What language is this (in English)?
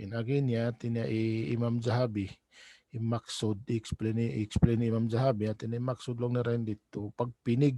Tausug